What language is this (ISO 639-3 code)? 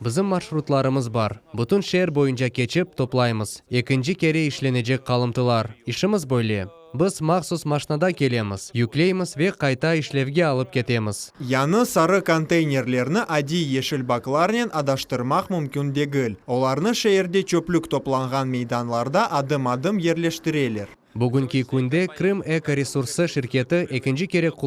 crh